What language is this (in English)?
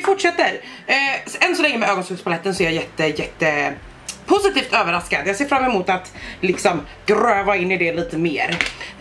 Swedish